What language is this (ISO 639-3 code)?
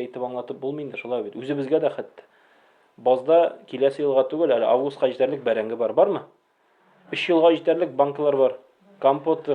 tat